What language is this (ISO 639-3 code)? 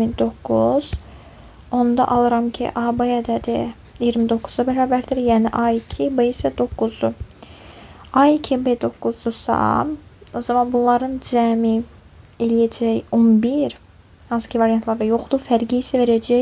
aze